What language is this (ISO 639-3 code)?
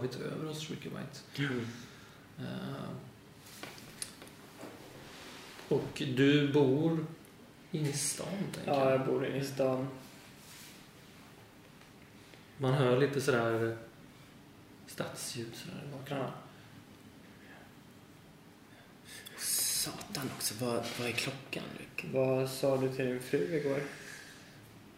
swe